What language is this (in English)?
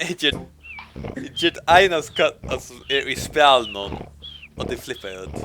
Faroese